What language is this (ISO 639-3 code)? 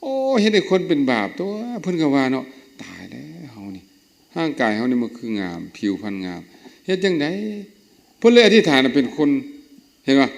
lao